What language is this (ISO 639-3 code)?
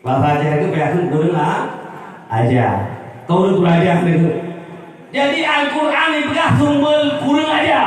ace